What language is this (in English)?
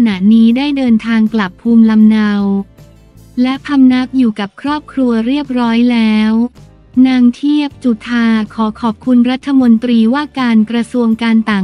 Thai